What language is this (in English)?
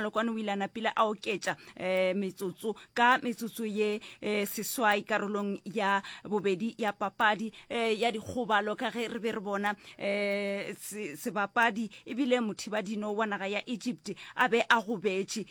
Northern Sotho